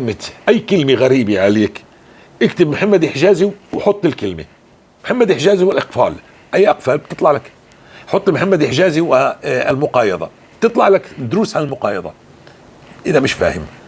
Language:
North Levantine Arabic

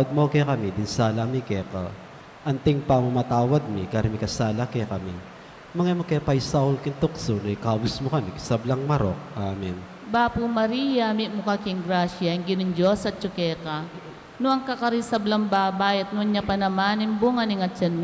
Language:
Pampanga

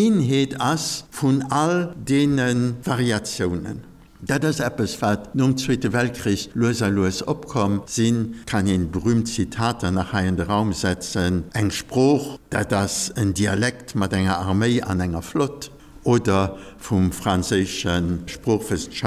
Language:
Luxembourgish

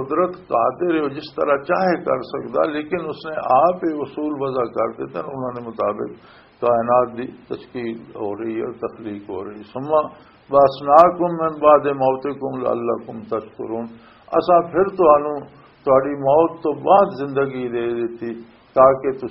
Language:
Western Panjabi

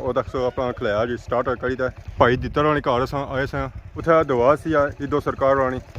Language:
Pahari-Potwari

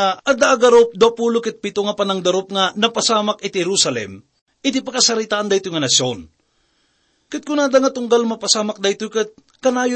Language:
Iloko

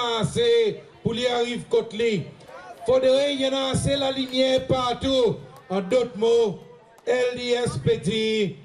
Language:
Seselwa Creole French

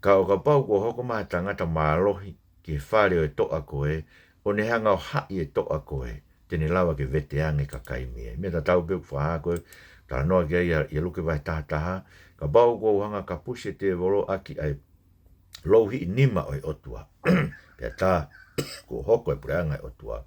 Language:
Tongan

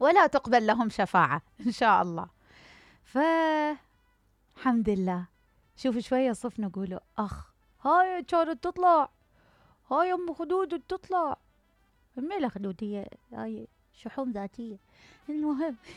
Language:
Mesopotamian Arabic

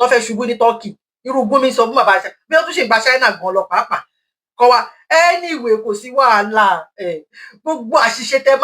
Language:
Yoruba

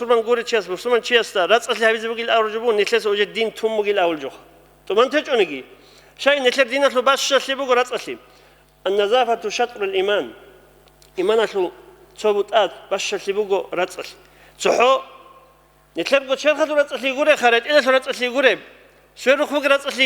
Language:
Avaric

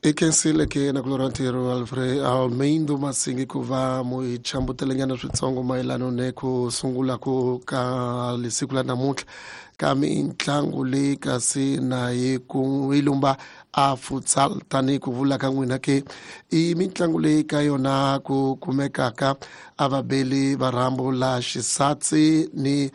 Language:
Tsonga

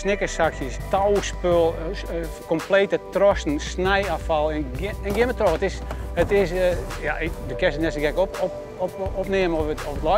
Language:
Western Frisian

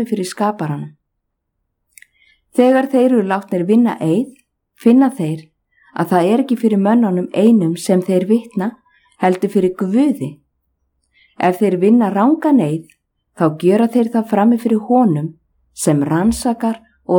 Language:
Icelandic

